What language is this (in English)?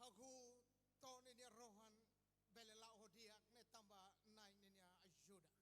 Tetum